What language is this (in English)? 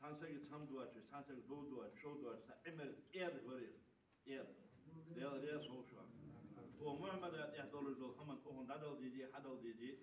Ingush